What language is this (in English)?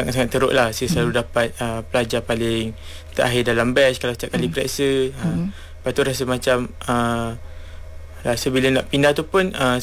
Malay